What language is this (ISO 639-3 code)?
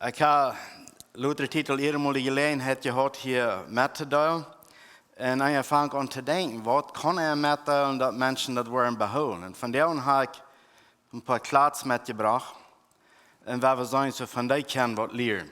pdt